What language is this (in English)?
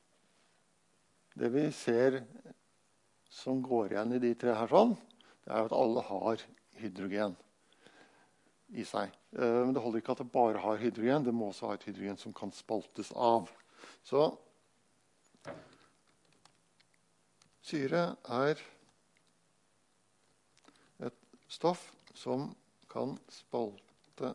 Norwegian